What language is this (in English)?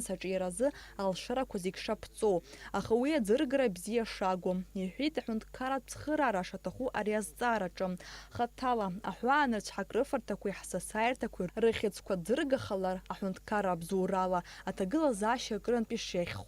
Abkhazian